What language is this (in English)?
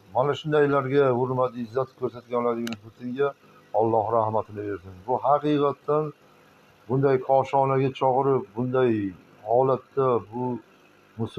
Uzbek